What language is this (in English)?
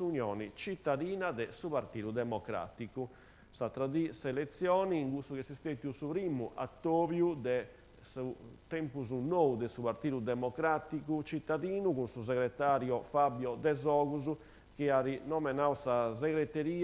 Sardinian